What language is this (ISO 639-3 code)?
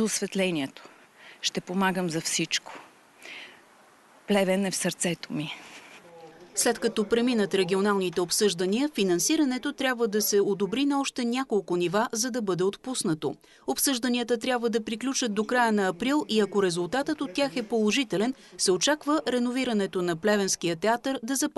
bul